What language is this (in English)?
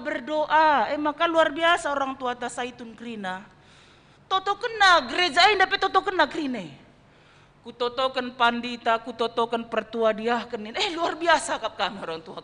Batak Karo